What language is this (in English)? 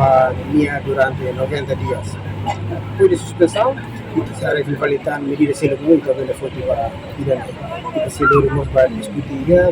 Tetum